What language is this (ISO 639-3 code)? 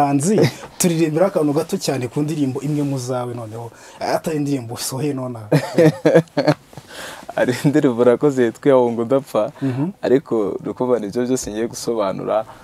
kin